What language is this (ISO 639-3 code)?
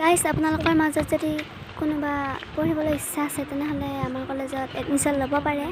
asm